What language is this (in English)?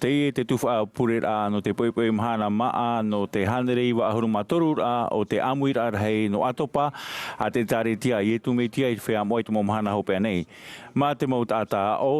Tahitian